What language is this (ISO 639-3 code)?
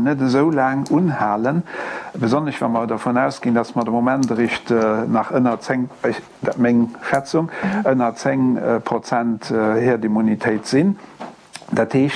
ltz